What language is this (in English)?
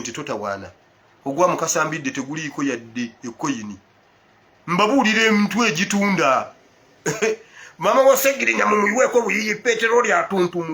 Ganda